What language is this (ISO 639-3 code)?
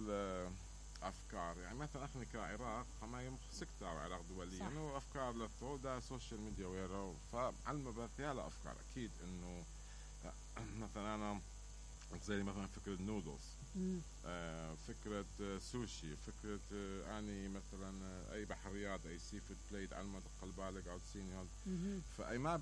acm